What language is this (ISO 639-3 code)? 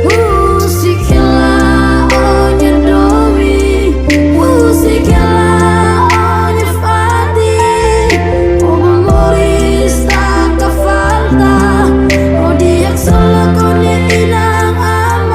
tet